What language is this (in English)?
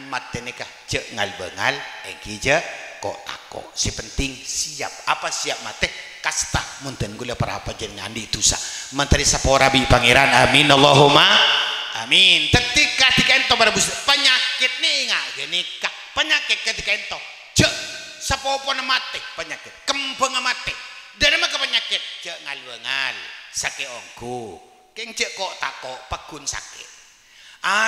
Madurese